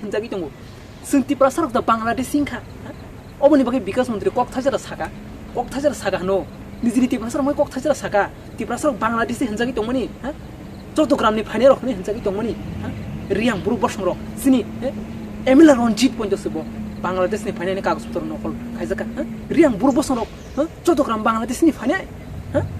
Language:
Kok Borok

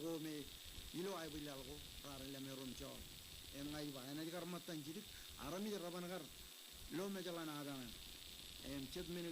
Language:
Marshallese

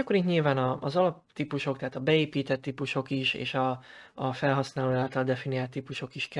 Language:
Hungarian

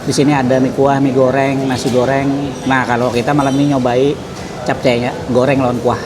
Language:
Banjar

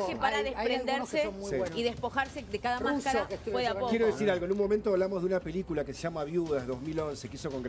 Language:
Spanish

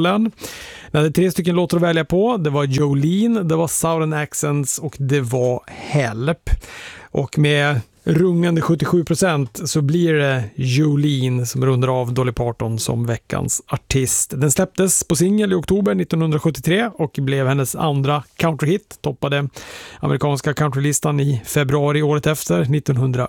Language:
Swedish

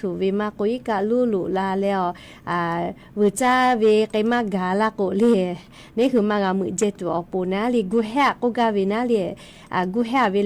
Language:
Lahu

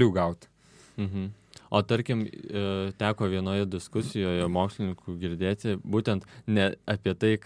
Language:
Lithuanian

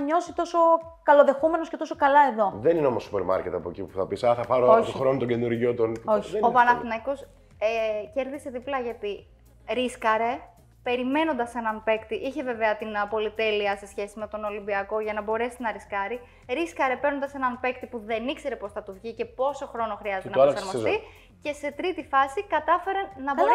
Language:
Greek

